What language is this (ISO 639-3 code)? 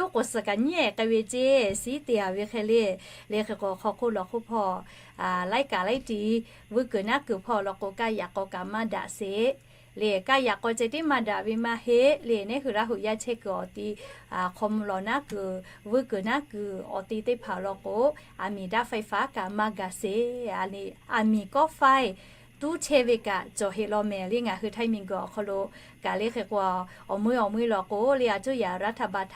lhu